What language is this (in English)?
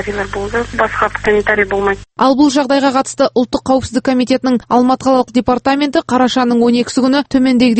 Kazakh